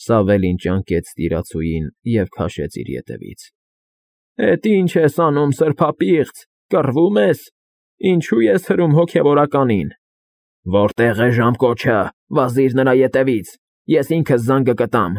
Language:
Armenian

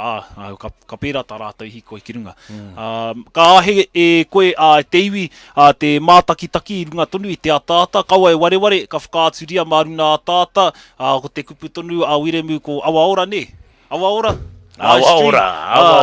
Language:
Māori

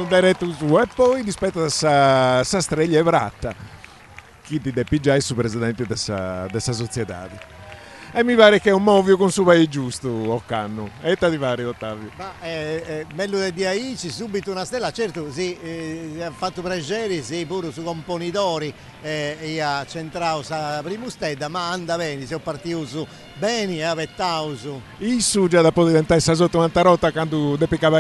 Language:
Sardinian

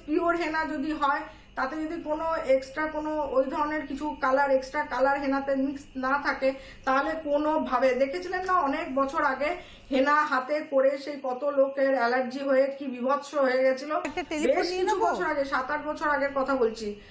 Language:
Bangla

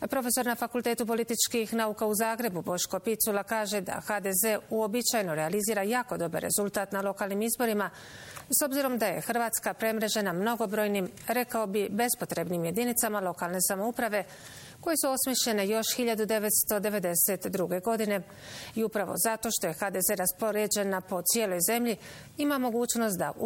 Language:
Bosnian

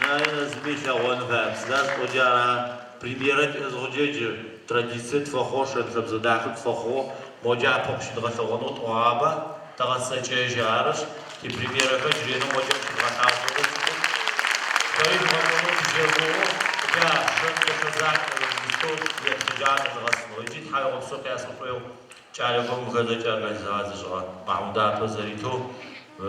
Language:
Adyghe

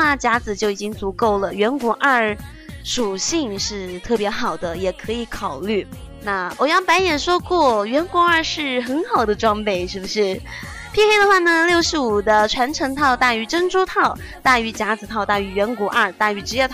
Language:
Chinese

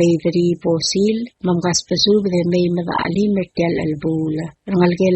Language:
Palauan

